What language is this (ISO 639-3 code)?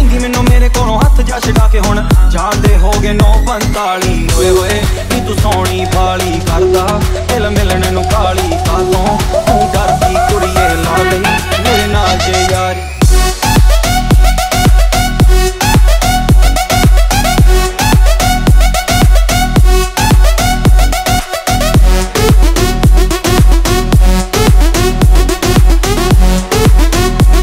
pan